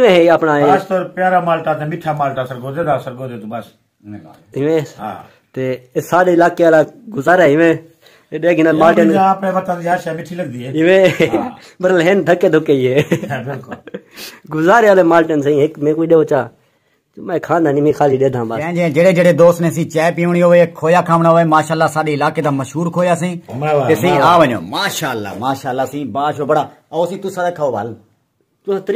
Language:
Saraiki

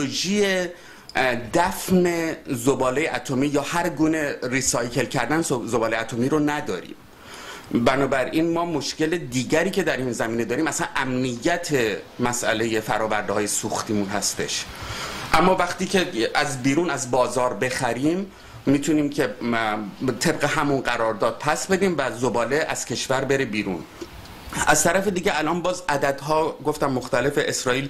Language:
Persian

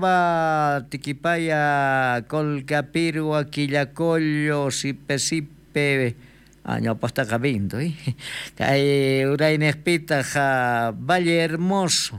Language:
South Bolivian Quechua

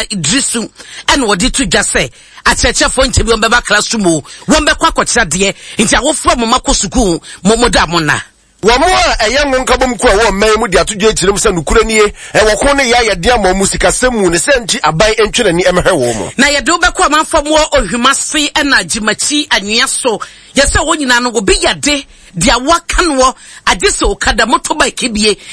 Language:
Akan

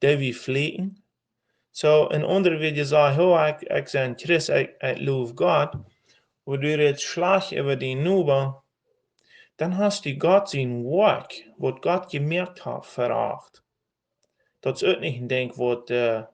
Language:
Plautdietsch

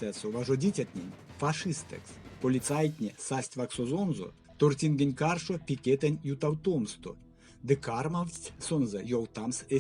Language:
Erzya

